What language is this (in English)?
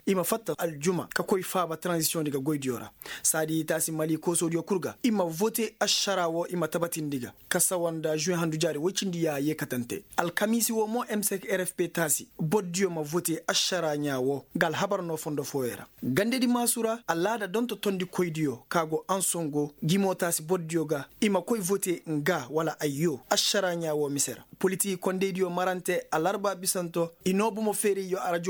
Koyraboro Senni